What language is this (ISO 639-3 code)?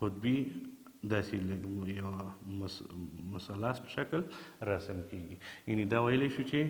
pus